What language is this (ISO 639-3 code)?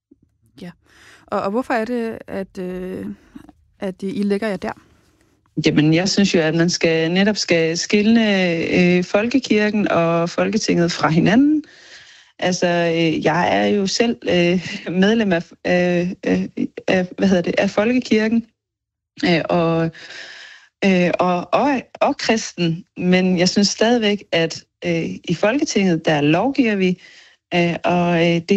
dan